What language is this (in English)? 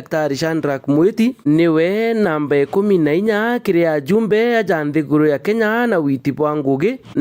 Meru